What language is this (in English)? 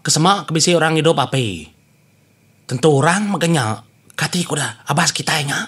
Iban